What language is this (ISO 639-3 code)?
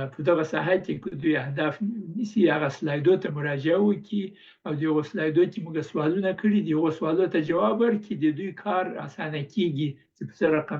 pus